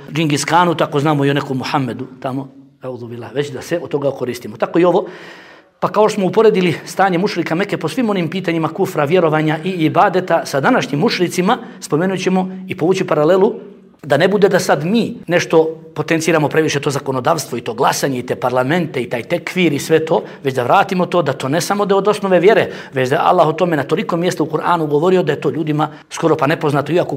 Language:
Bosnian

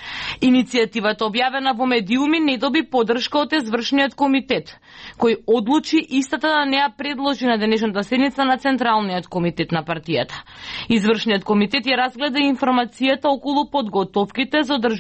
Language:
Macedonian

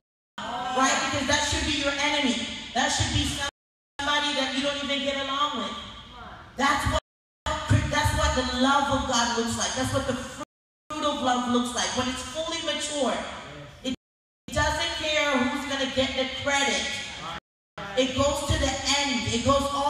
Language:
English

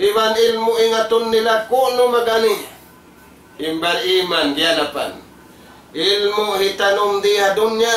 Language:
Tausug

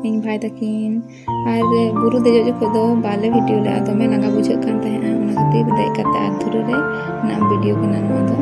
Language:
Santali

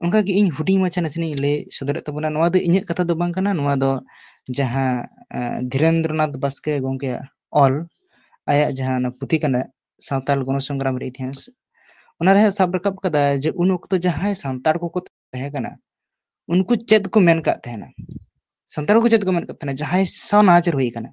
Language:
Santali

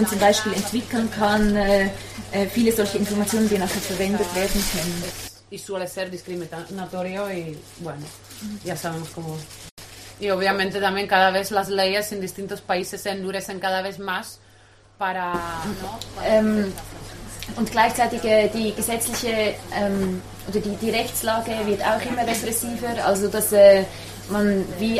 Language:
German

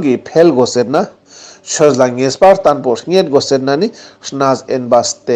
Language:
Ladakhi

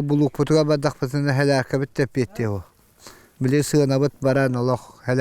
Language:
Yakut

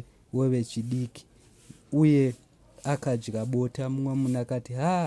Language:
Shona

